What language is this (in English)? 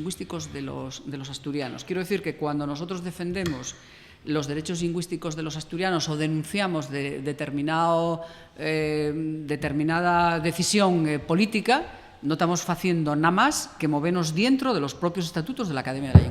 Asturian